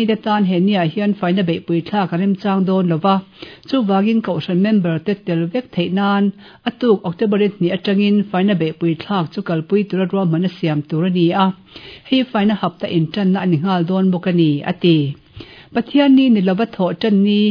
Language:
Mizo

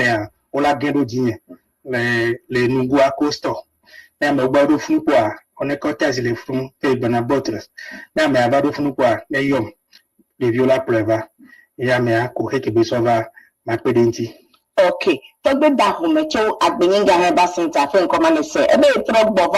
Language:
Ewe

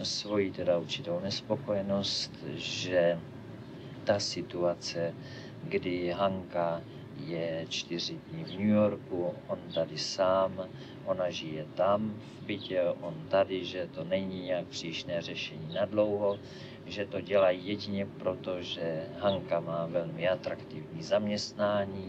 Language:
Czech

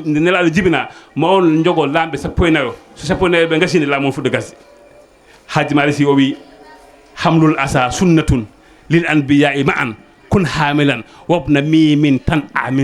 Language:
Fula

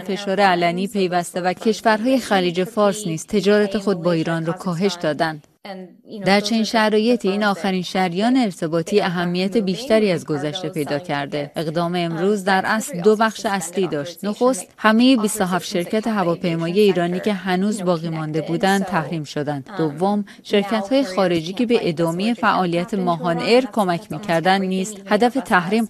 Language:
Persian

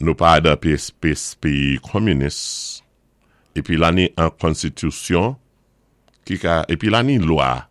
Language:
Saint Lucian Creole French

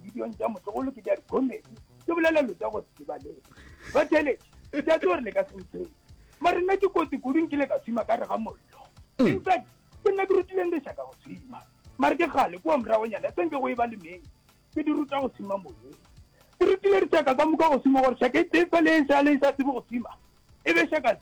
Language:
Northern Sotho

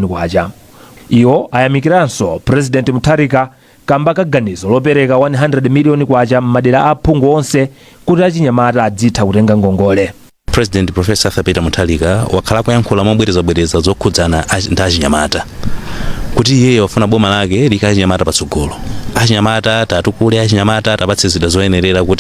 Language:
Nyanja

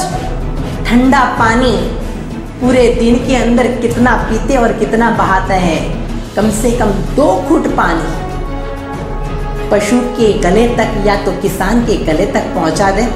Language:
Hindi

